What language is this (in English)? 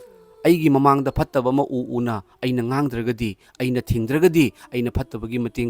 Manipuri